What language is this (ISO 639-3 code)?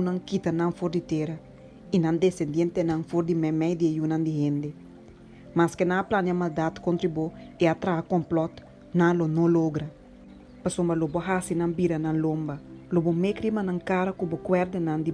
pap